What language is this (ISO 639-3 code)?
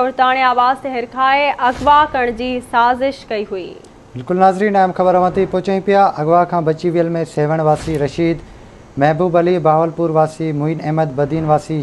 snd